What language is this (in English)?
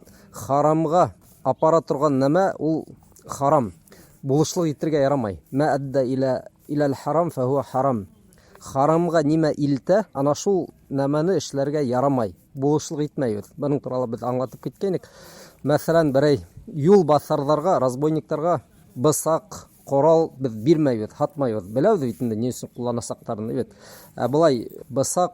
Bashkir